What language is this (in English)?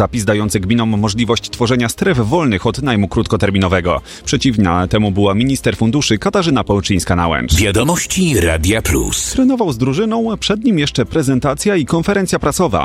Polish